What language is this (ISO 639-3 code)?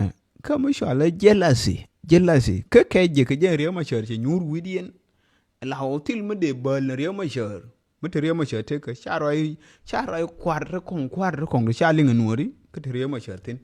nus